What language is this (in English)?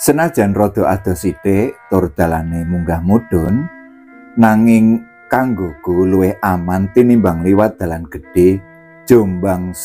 Javanese